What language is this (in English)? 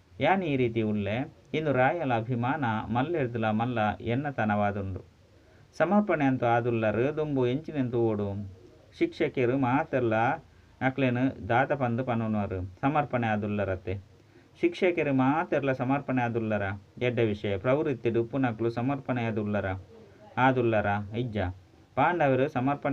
Tulu